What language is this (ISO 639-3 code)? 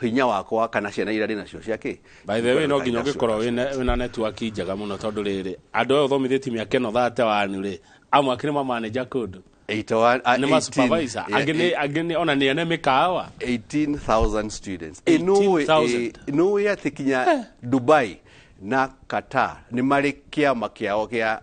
kik